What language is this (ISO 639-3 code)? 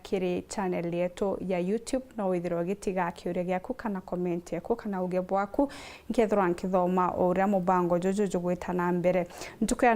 mer